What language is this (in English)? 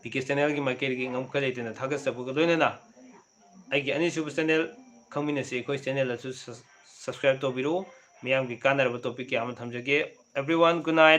Manipuri